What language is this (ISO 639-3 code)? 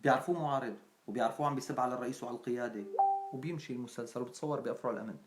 apc